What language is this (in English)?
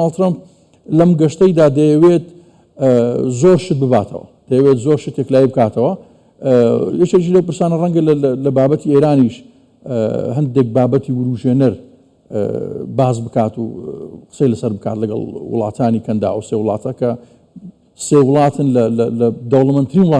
Central Kurdish